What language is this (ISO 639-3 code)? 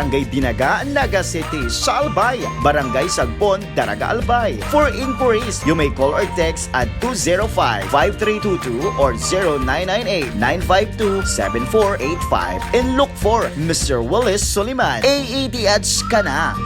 bik